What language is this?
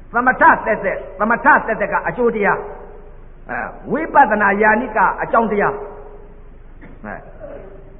Burmese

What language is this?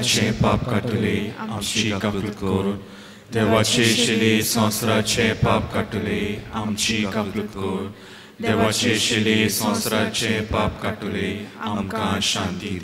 Konkani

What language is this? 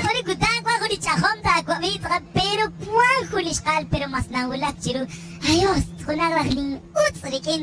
Kekchí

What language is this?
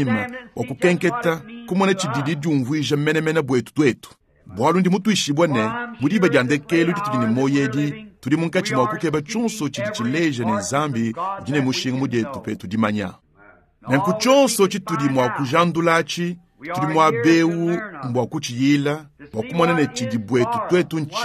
Luba-Lulua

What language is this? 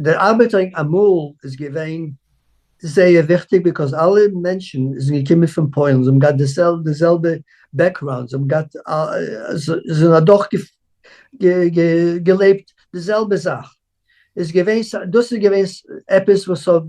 Yiddish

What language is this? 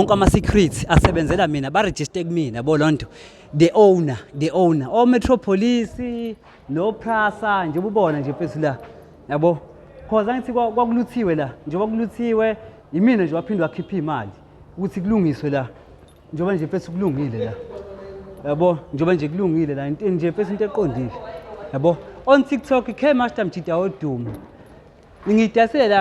Zulu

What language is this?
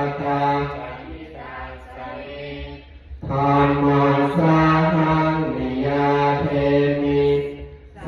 Pali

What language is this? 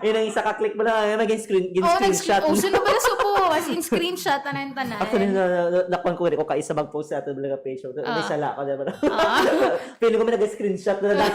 Hiligaynon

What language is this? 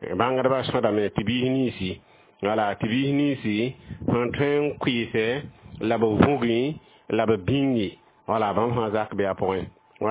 Mossi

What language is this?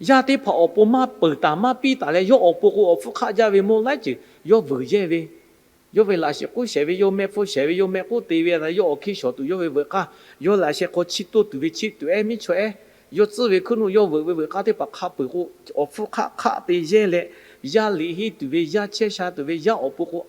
Lahu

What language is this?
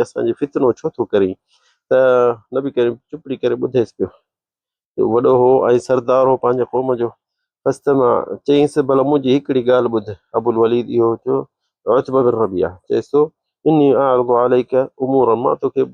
Sindhi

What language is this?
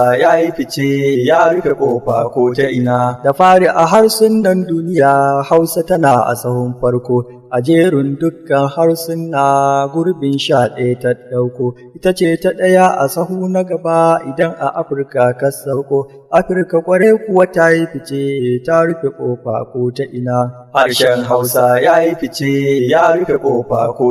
Hausa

